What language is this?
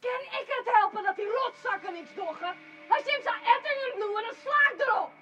Western Frisian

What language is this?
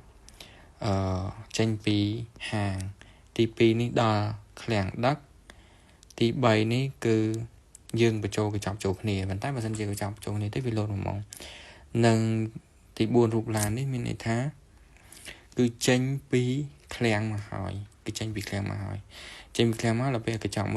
Khmer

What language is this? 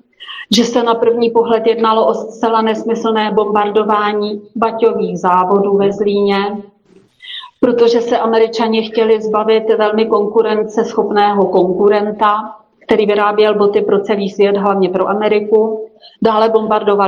Czech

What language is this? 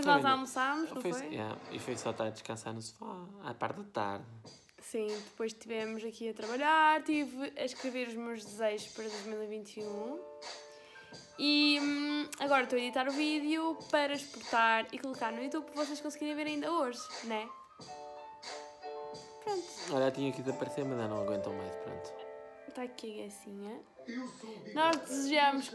Portuguese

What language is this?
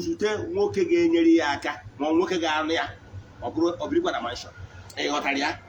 Igbo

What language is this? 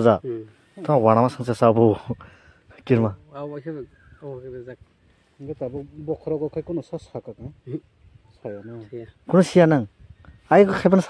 Kok Borok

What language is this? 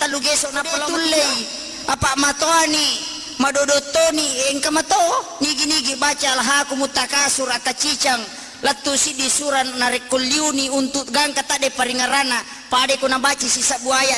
Buginese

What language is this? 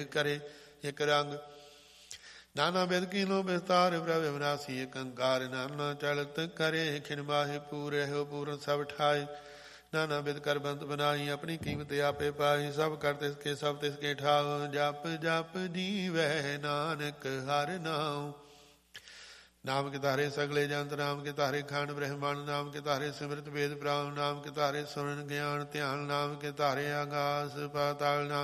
Punjabi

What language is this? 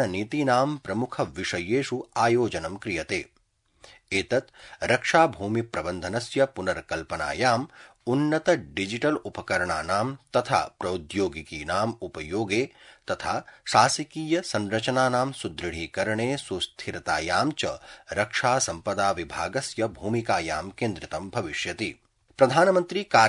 Sanskrit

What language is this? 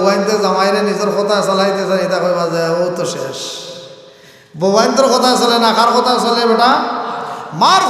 Sylheti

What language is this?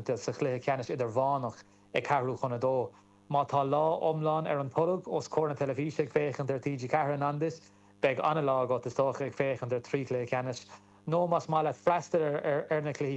Irish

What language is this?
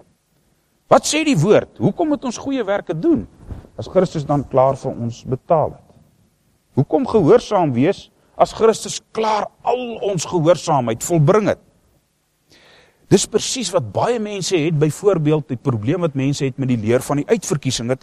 Afrikaans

